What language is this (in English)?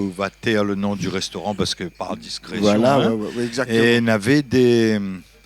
Réunion Creole French